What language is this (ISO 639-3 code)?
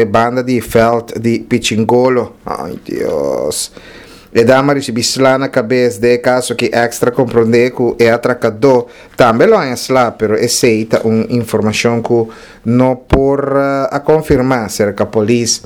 pap